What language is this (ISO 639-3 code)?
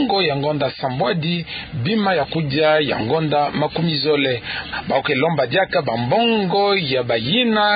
ktu